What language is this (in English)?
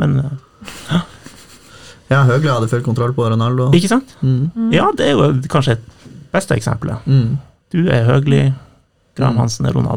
Norwegian